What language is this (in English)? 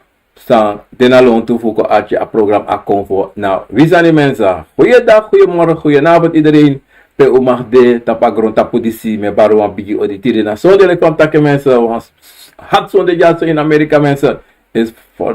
Sranan Tongo